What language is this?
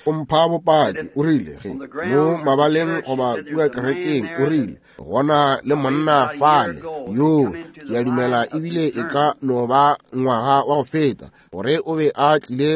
Northern Sotho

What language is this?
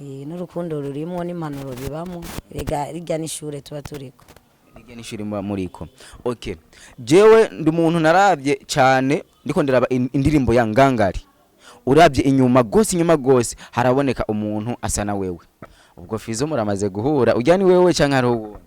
Rundi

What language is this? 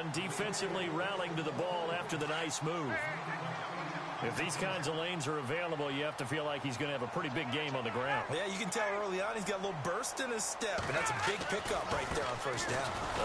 English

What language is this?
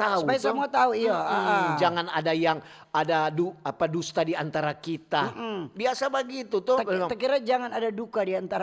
Manado Malay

